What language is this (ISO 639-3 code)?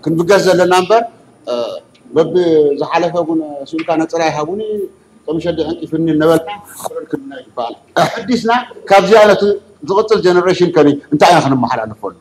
tir